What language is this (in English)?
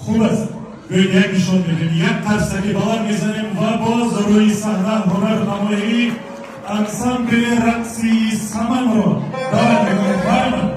Tajik